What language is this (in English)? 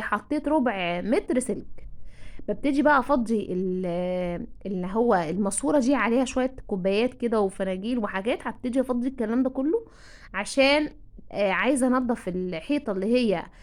Egyptian Arabic